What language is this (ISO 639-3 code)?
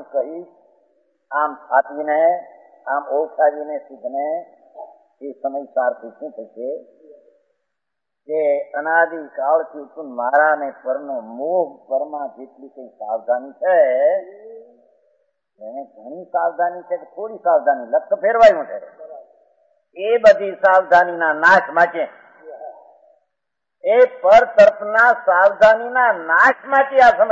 guj